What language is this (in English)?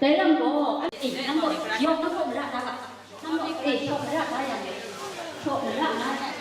Kachin